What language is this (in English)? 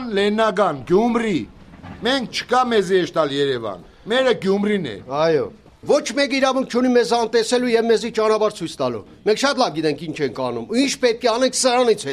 Armenian